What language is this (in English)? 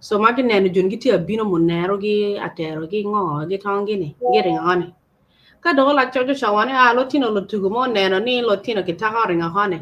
Acoli